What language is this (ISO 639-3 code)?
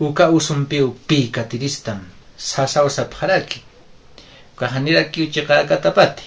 aym